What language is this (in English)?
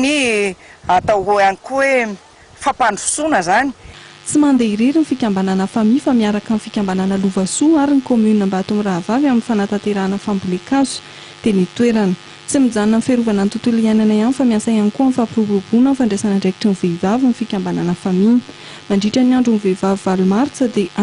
Malagasy